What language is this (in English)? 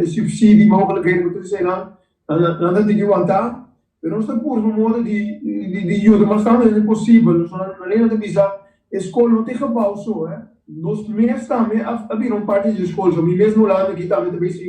Papiamento